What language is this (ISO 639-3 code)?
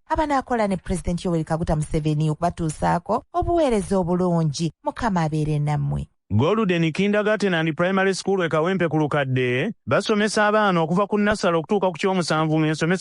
lug